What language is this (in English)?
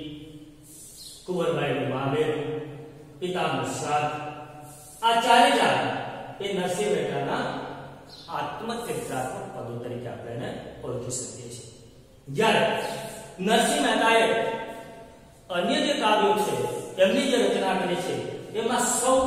Gujarati